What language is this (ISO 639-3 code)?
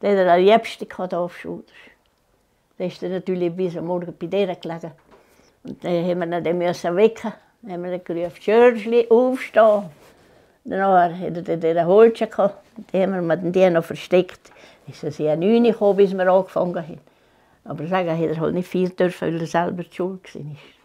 gsw